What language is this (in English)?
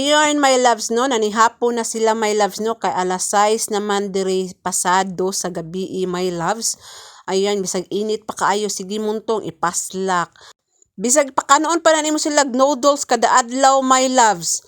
Cebuano